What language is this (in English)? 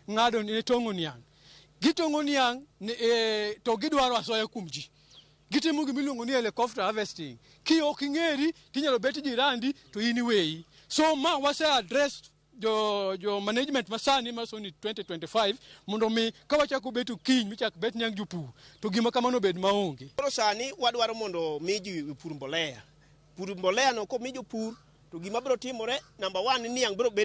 Luo (Kenya and Tanzania)